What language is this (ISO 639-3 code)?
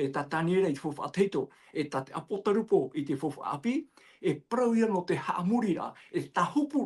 tah